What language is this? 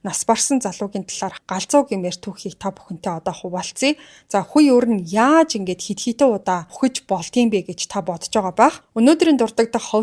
Mongolian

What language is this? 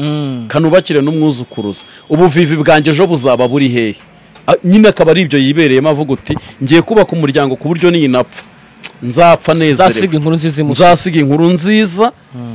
Kinyarwanda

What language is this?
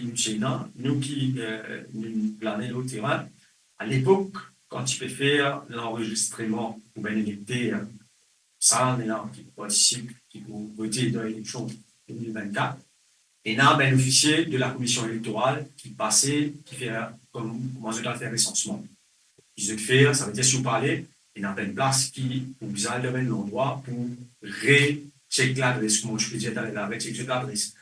Morisyen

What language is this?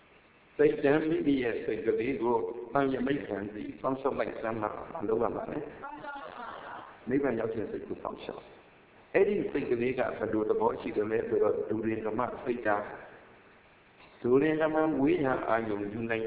Burmese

